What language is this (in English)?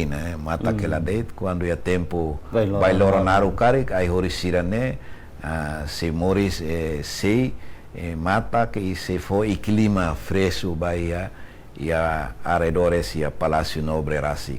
Tetum